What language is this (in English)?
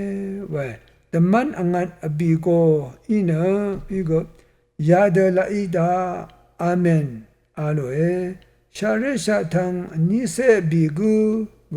Rawang